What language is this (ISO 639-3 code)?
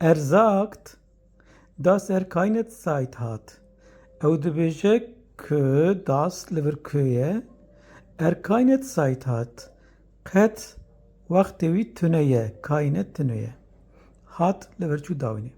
kur